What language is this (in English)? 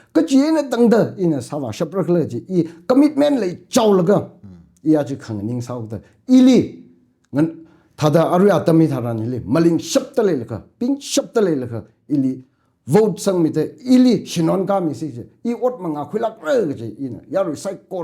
Tangkhul Naga (India)